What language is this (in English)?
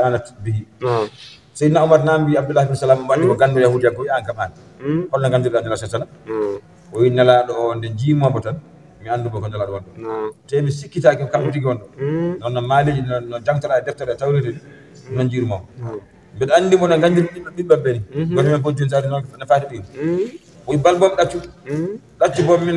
Fula